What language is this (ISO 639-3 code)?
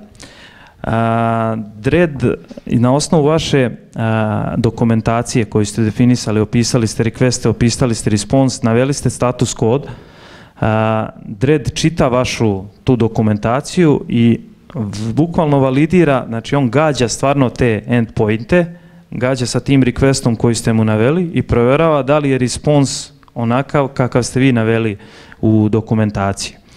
srp